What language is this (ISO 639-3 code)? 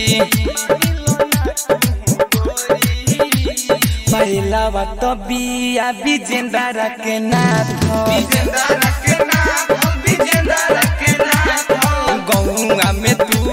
bho